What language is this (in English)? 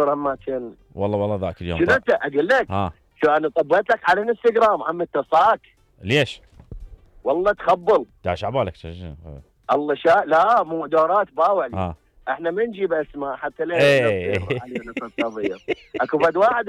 Mesopotamian Arabic